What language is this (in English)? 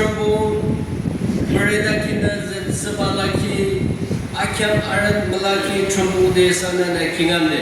Yimchungru Naga